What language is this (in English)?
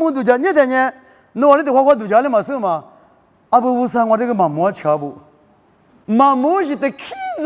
Lisu